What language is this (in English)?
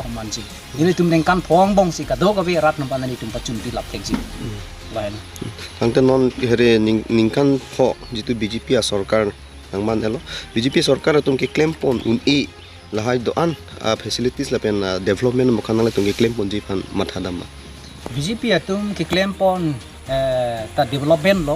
Karbi